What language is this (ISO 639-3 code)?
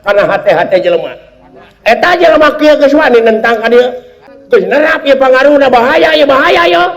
sun